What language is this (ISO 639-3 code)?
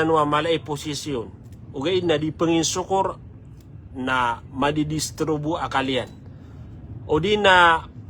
mrw